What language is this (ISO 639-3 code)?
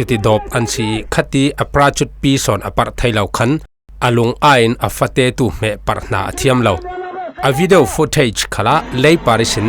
cfm